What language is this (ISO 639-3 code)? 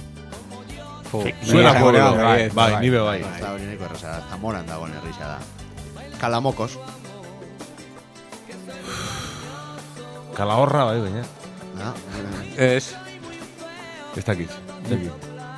eus